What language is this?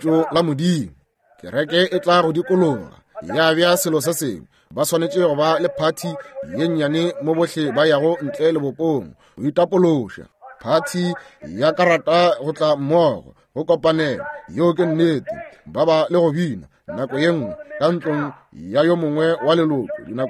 Northern Sotho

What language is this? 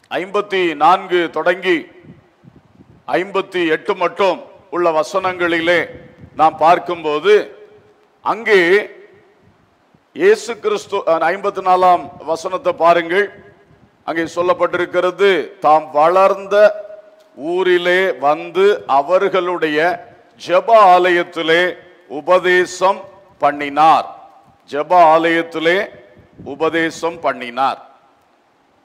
Tamil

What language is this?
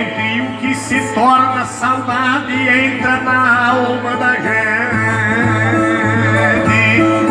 Portuguese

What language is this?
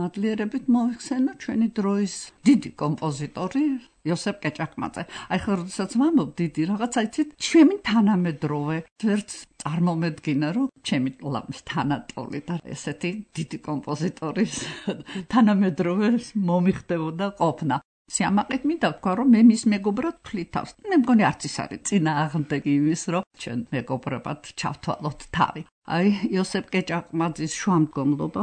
Georgian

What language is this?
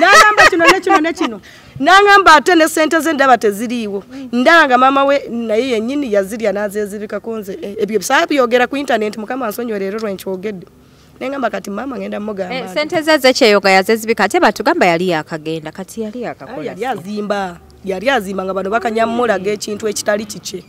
Ganda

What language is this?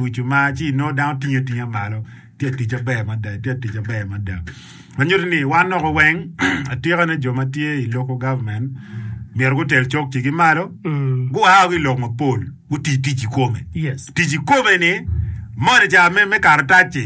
Acoli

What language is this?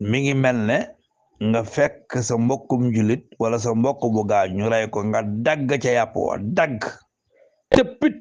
Wolof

